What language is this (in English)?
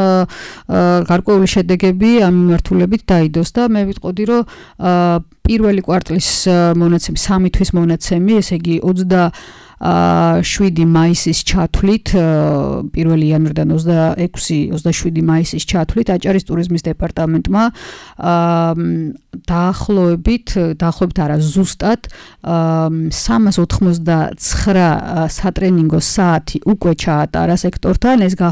Georgian